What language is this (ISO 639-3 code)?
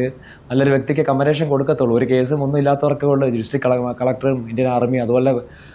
mal